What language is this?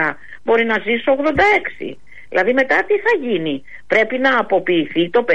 Greek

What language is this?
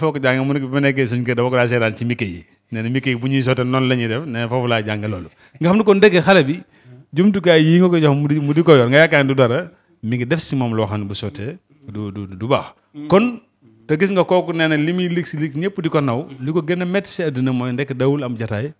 Wolof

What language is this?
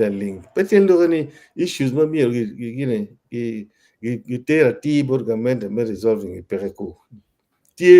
Acoli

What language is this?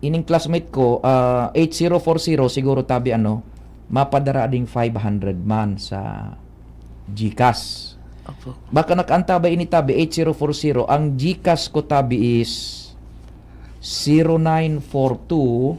Bikol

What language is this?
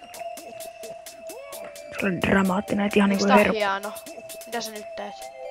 Finnish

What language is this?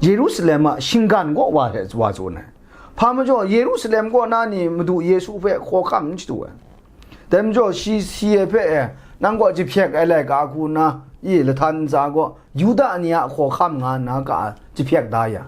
Kachin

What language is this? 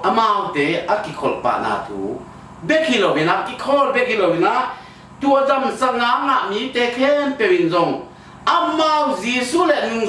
Tedim Chin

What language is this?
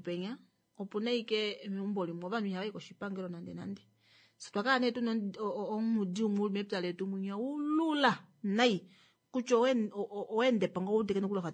Kuanyama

